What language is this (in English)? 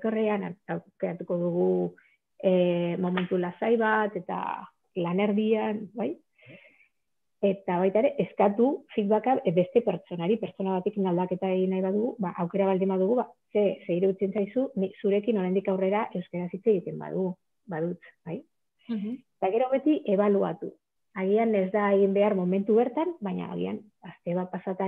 Basque